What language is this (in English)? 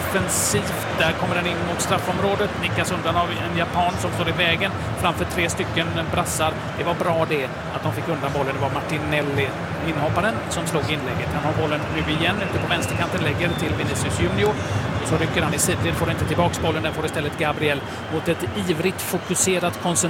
Swedish